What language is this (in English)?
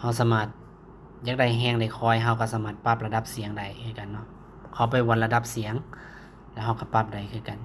Lao